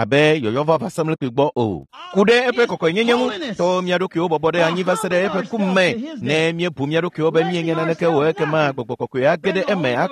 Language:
Ewe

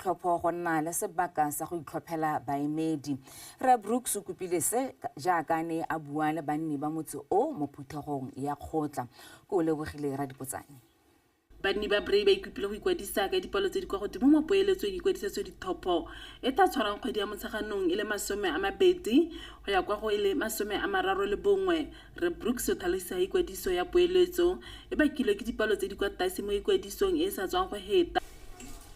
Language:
Tswana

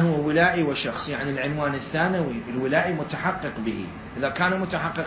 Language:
Mesopotamian Arabic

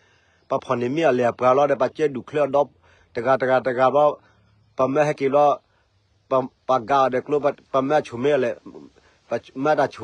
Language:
S'gaw Karen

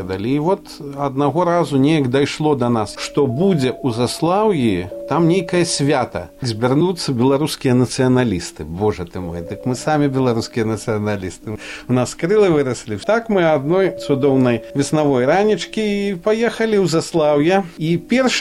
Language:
Belarusian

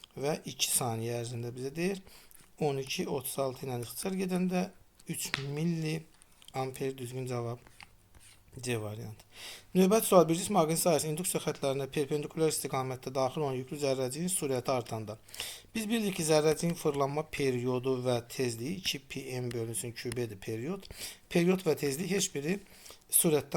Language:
Azerbaijani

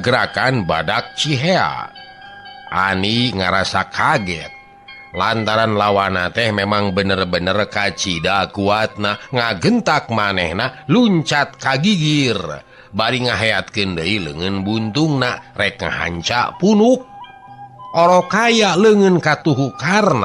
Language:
Sundanese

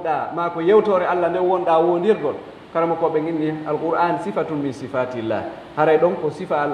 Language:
Pular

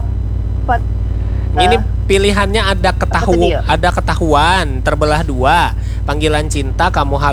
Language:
Banjar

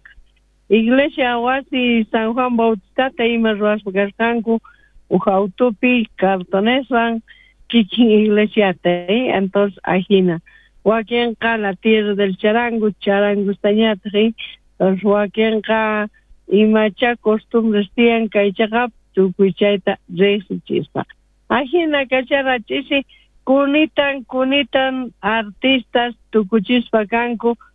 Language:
South Bolivian Quechua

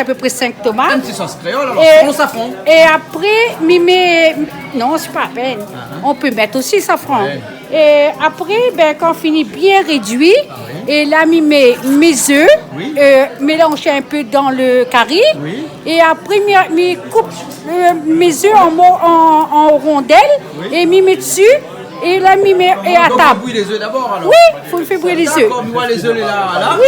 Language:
Réunion Creole French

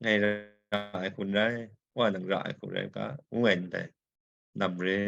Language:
Kachin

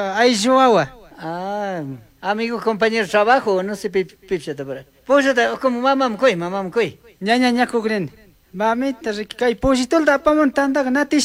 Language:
Chimborazo Highland Quichua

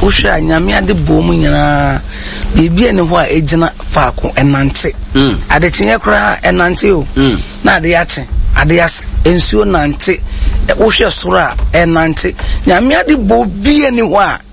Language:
Akan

